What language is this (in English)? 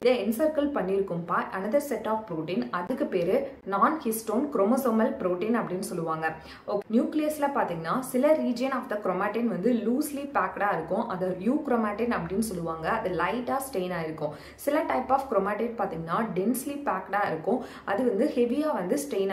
Tamil